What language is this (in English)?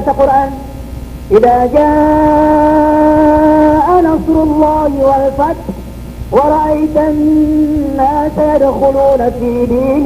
Maranao